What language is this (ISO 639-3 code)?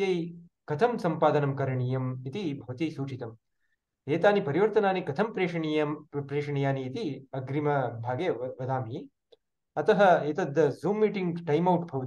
san